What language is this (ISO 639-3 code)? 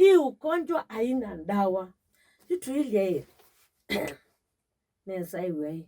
kam